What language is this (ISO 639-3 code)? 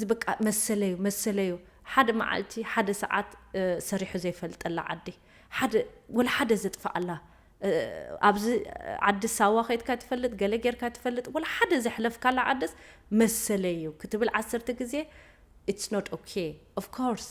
tir